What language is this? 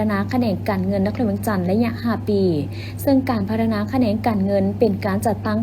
Lao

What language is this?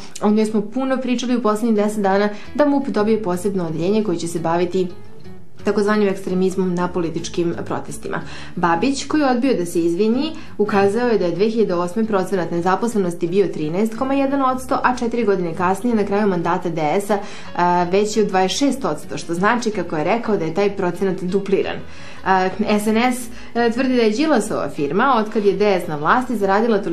Serbian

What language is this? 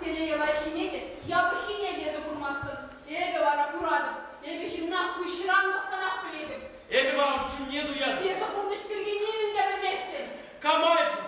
Chuvash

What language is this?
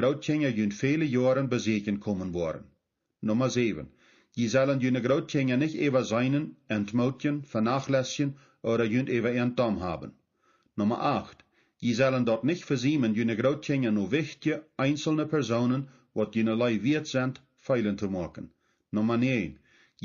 Plautdietsch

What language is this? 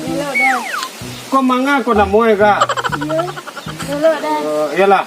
Minangkabau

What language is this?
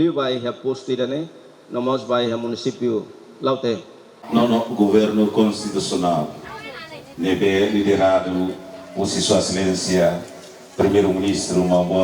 Tetum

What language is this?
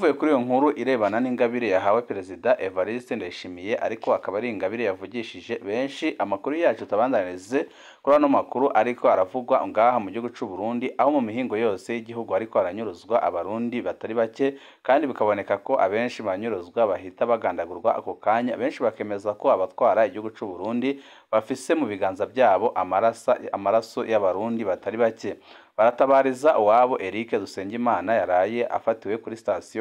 Rundi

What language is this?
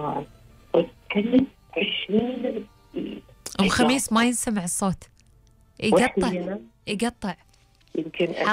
Gulf Arabic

